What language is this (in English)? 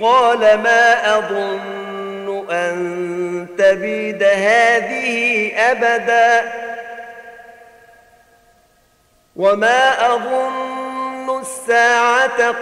Arabic